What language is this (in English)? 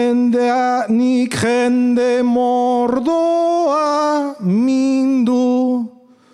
Basque